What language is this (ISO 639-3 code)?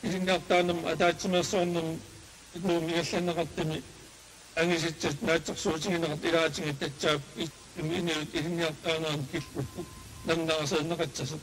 kal